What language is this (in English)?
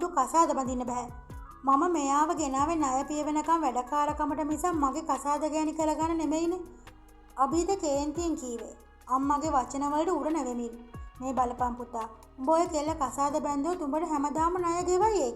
Sinhala